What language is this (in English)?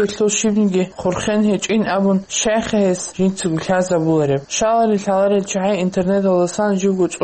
Avaric